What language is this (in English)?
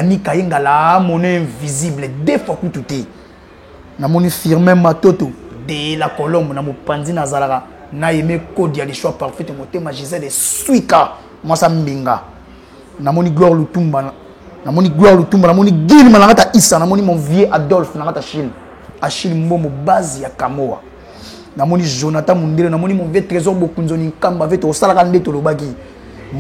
Lingala